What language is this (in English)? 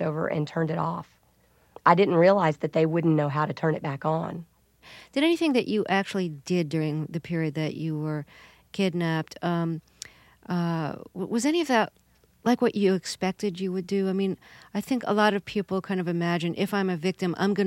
English